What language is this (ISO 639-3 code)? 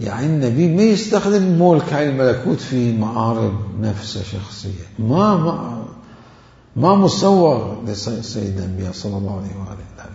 acm